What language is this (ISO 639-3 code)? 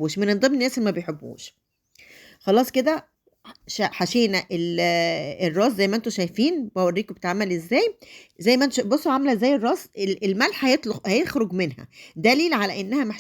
arz